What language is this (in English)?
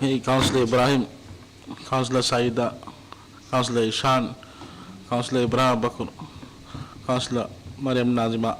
Divehi